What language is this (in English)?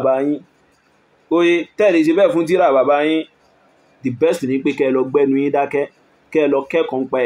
Yoruba